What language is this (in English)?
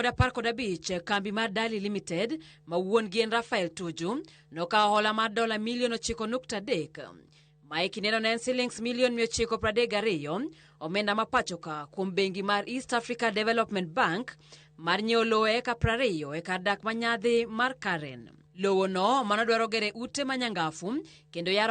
Luo (Kenya and Tanzania)